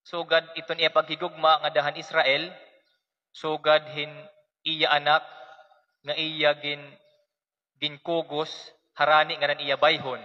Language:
Waray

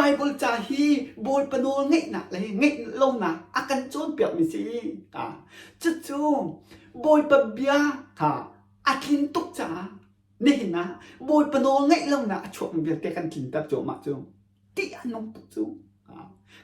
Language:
Hakha Chin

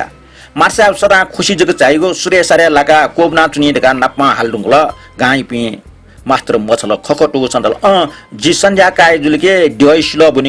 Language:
Newari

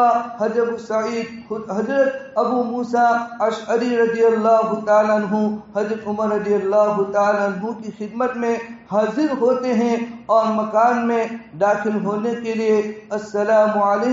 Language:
Urdu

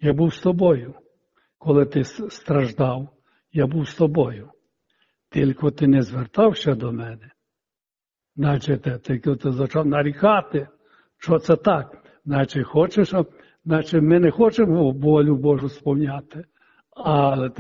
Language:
Ukrainian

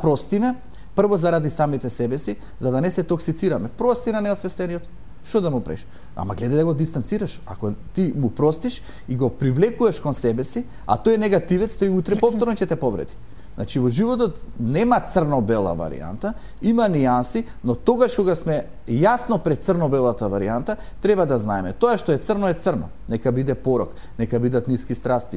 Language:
Macedonian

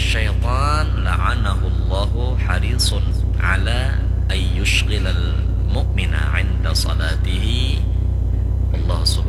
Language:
Banjar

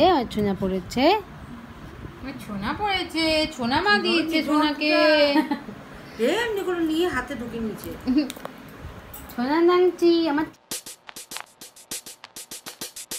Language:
Bangla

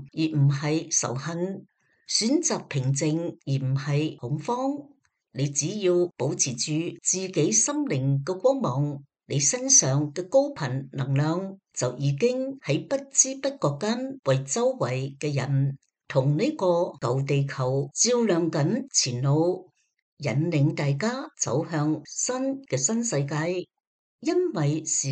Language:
Cantonese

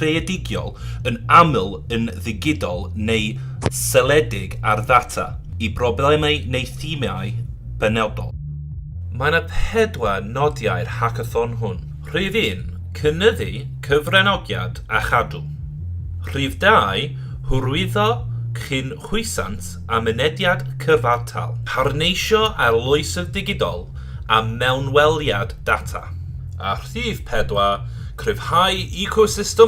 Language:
Welsh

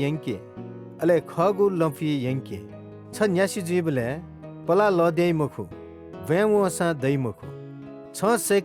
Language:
Newari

